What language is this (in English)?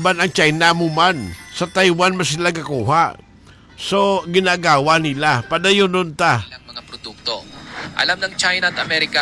Filipino